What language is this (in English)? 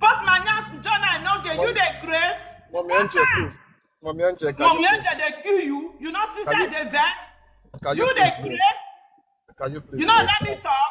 Nigerian Pidgin